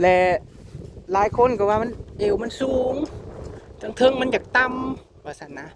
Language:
Northeastern Thai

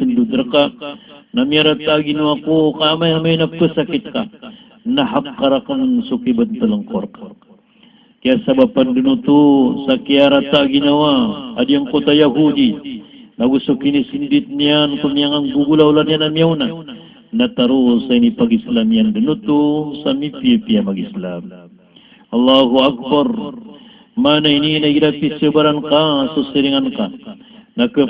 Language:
Maranao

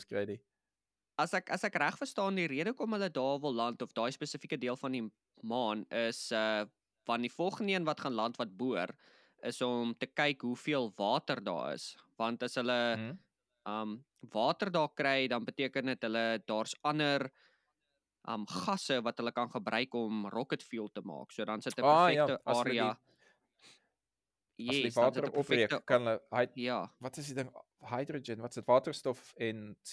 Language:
Afrikaans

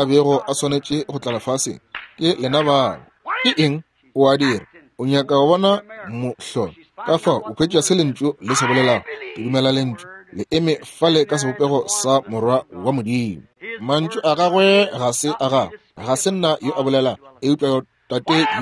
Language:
Northern Sotho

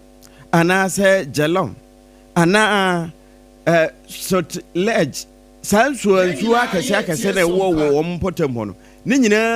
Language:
Akan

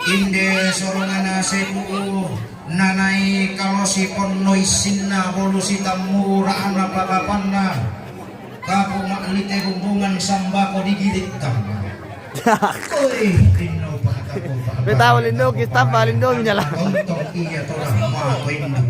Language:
Toraja-Sa'dan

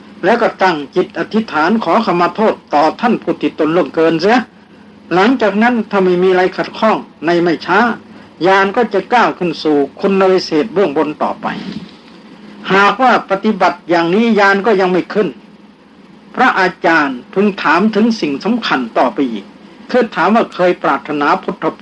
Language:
Thai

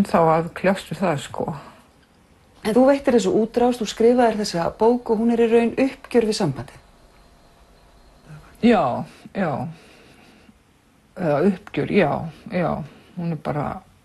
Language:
Icelandic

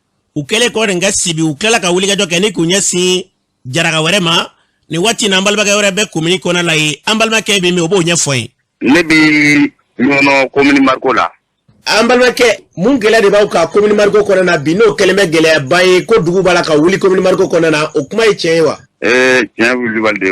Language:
Bambara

